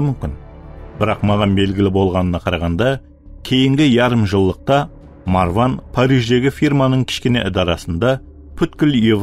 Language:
Kara-Kalpak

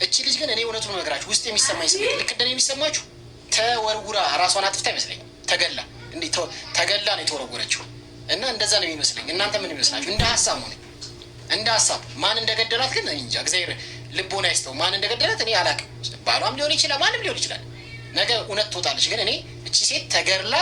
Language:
Amharic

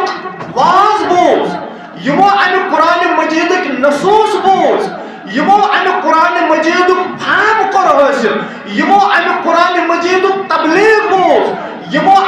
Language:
Kashmiri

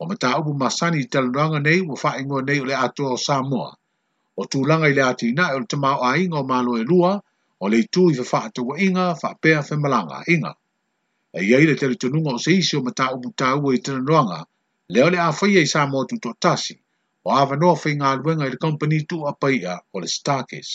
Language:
Samoan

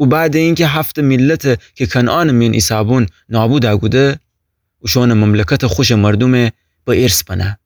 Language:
Gilaki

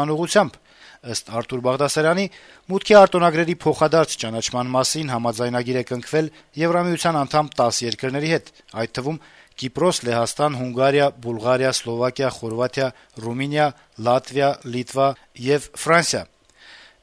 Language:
Armenian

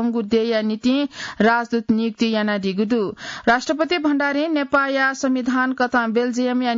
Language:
Newari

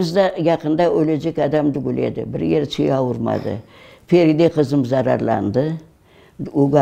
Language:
Crimean Tatar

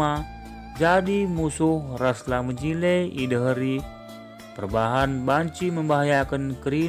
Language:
Batak Karo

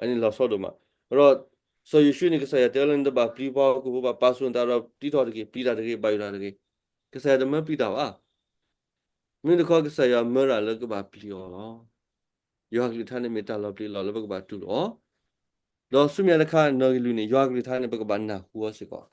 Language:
S'gaw Karen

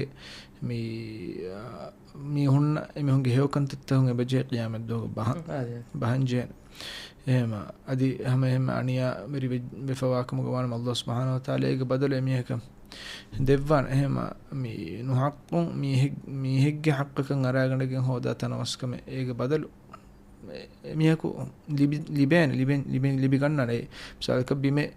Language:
Divehi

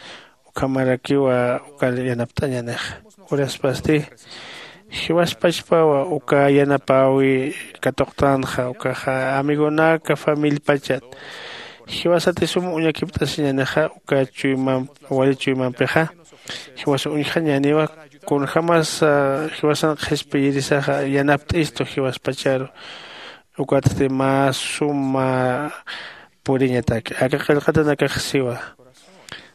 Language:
Aymara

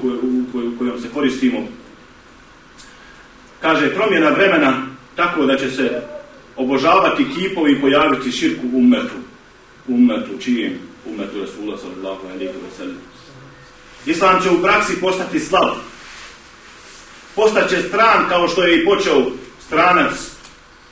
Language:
Bosnian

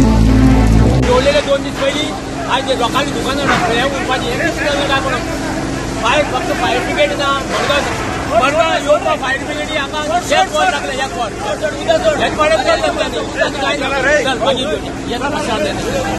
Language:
Konkani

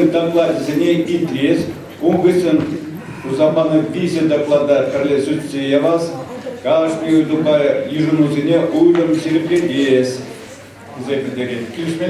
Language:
Chuvash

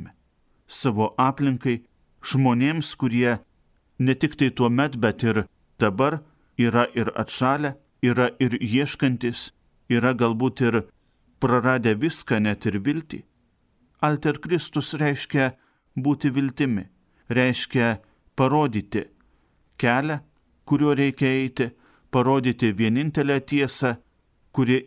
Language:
Lithuanian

